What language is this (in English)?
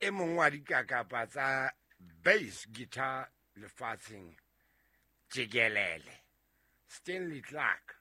Southern Sotho